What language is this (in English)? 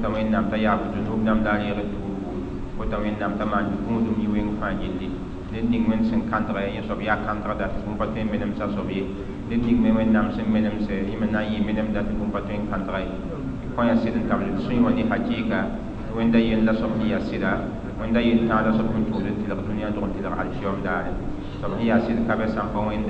Mossi